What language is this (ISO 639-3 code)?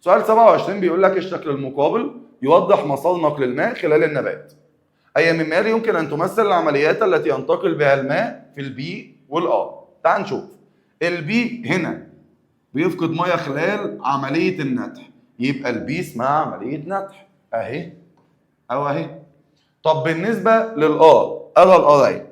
arz